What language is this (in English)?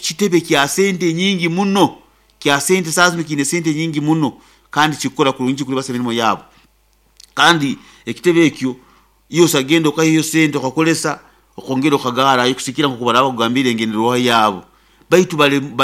Nyoro